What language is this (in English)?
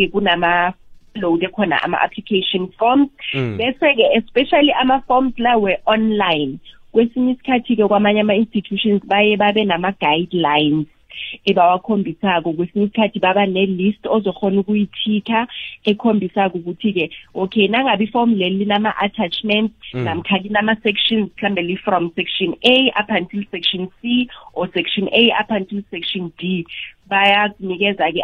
South Ndebele